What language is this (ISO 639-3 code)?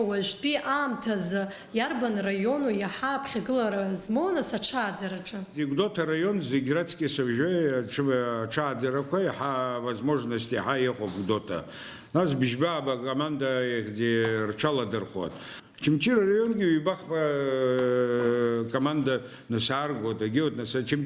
abk